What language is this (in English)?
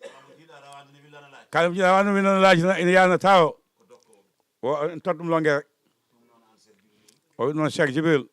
Fula